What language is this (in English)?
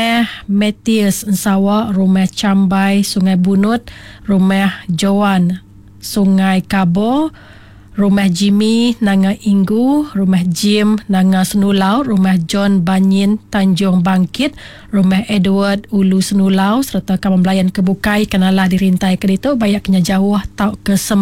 Iban